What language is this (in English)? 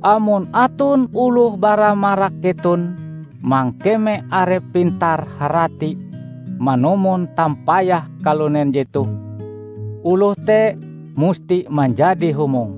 Ngaju